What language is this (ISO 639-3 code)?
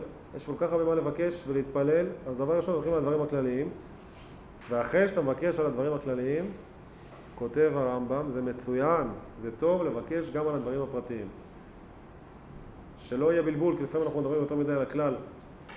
heb